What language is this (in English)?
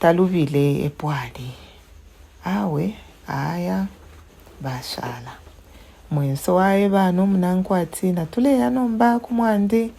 Bemba